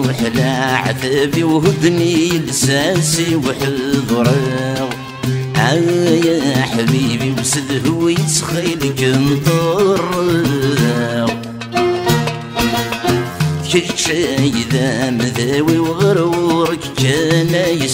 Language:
Arabic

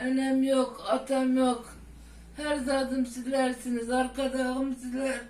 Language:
Turkmen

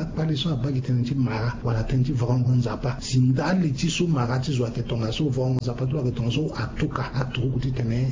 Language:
Sango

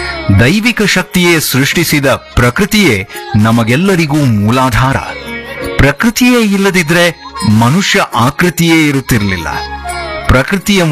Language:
Kannada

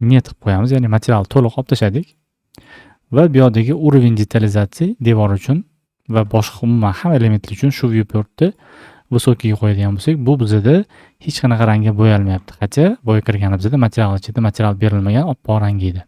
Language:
Uzbek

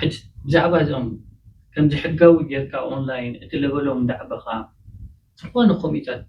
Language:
Tigrinya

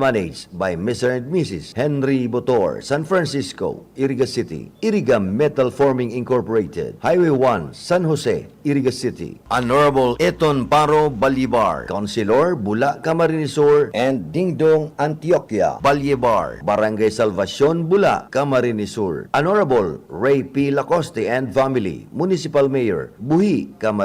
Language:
Bikol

